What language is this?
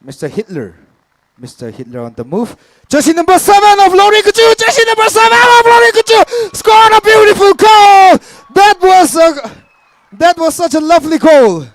Tangkhul Naga (India)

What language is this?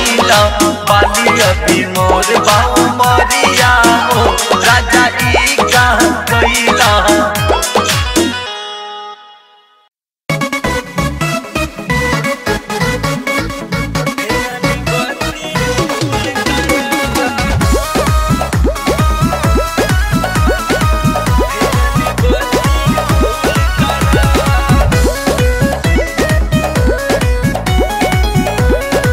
Bhojpuri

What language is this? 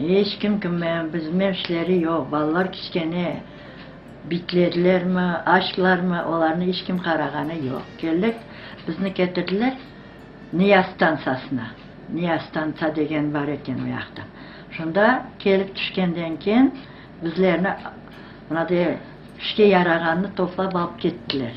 Crimean Tatar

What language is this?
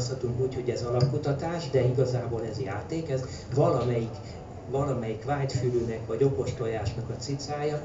Hungarian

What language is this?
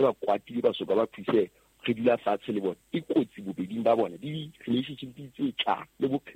Southern Sotho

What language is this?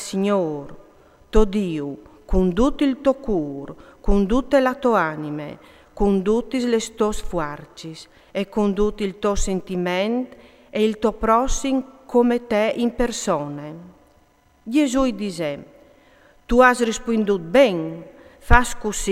Friulian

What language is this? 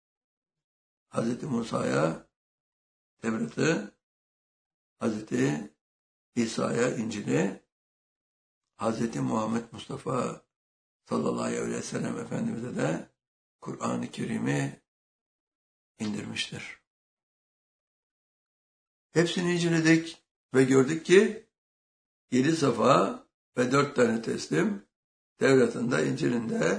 Turkish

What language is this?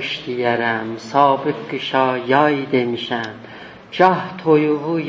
South Azerbaijani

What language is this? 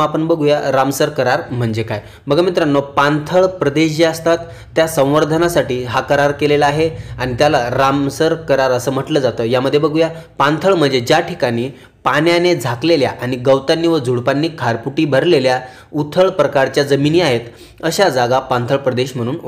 Marathi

